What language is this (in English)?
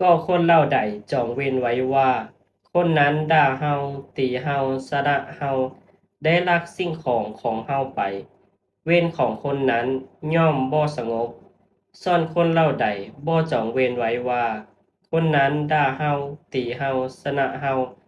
Lao